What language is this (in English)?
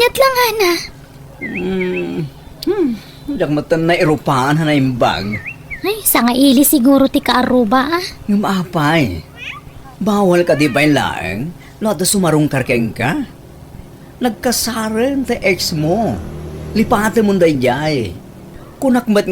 Iloko